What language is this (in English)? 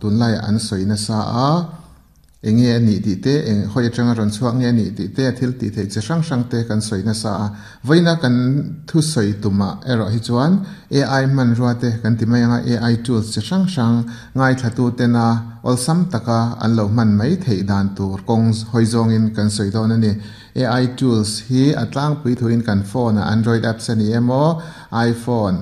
Mizo